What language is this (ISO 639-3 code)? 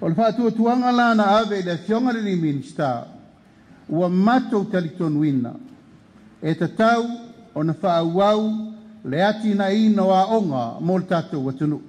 smo